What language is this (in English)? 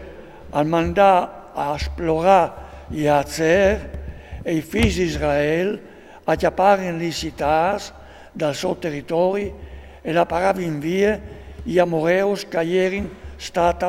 Friulian